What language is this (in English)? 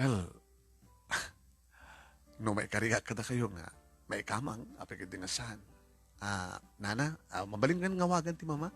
Iloko